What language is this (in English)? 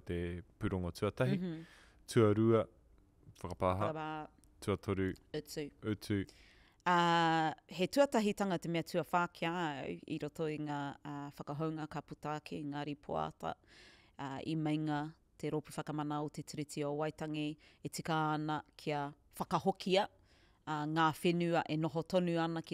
Māori